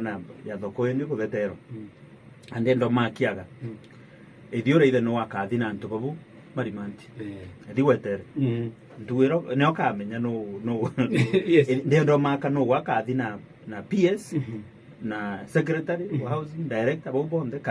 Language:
Meru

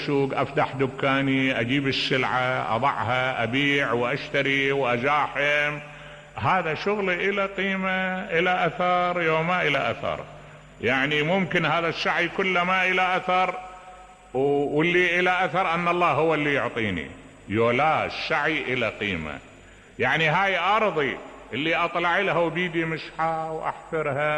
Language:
Mesopotamian Arabic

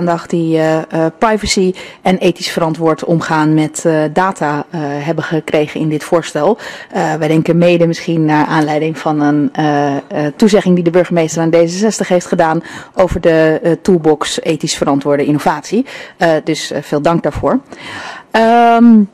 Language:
Dutch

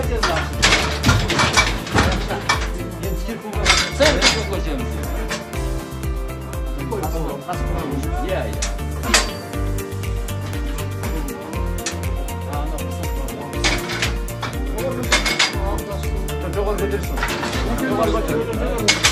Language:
Kazakh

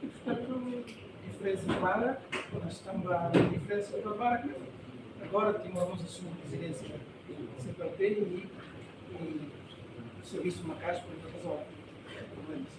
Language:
Tetum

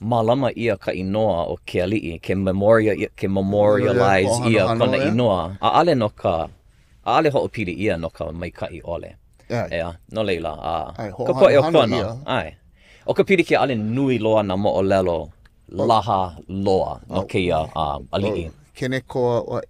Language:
Hawaiian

